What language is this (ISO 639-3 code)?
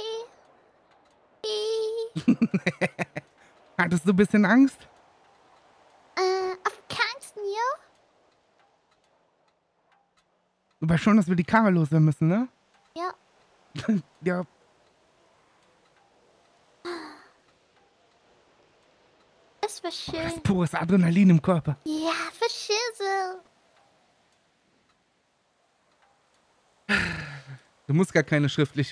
deu